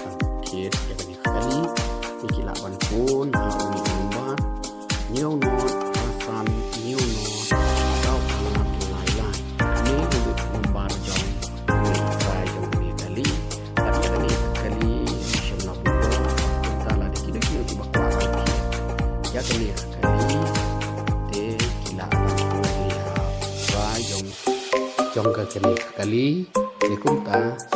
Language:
Khasi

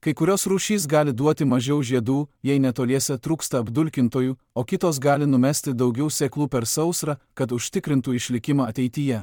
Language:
Lithuanian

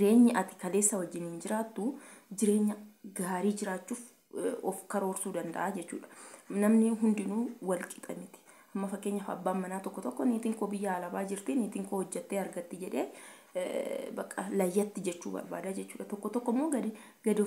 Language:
Oromo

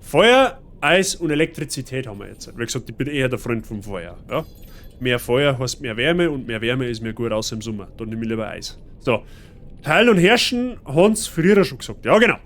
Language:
Bavarian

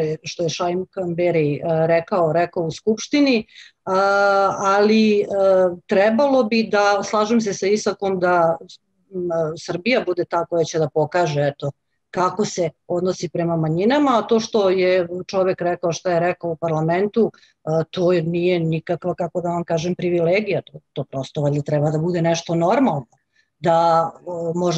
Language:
Serbian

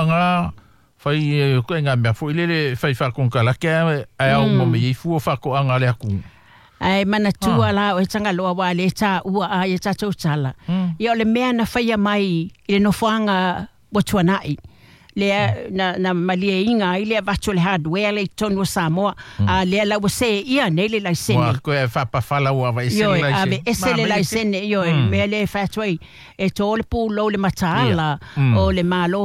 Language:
Samoan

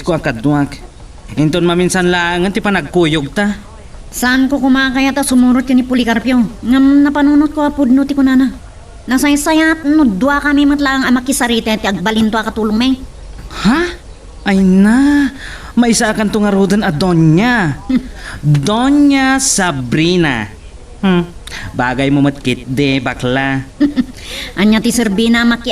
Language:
Iloko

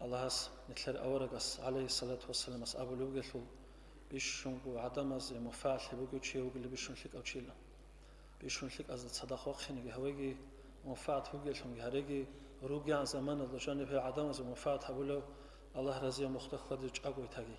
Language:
Avaric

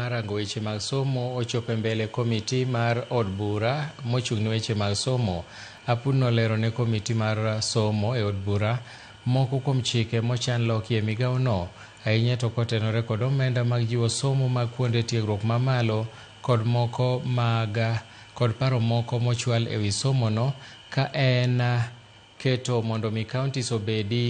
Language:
Luo (Kenya and Tanzania)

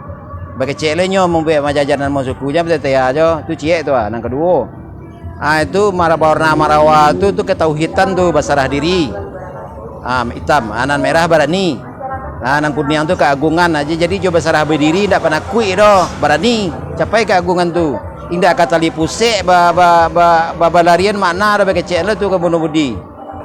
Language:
Minangkabau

